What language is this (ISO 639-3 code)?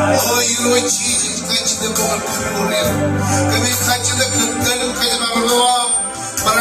mah